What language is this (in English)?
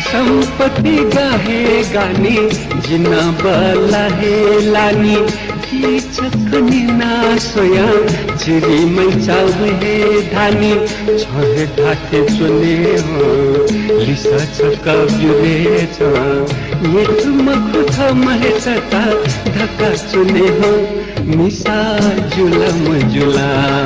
Newari